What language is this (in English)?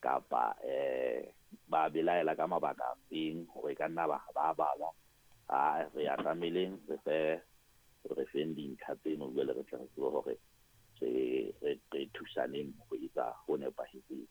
Southern Sotho